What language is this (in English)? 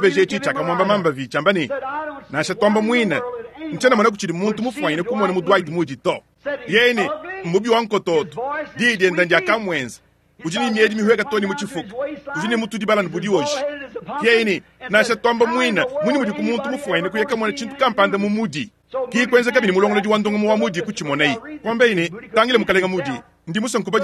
Luba-Lulua